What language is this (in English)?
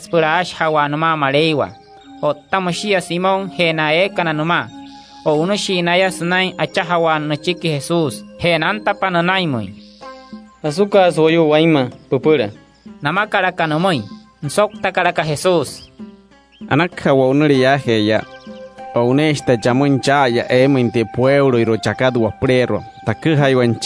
Wayuu